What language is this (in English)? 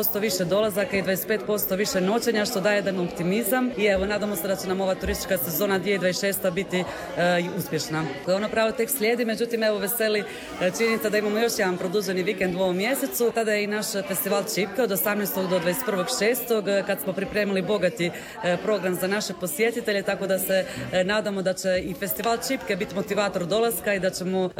Croatian